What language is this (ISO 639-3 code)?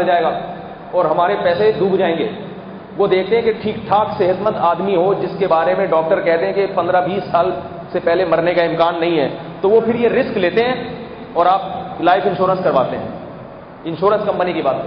urd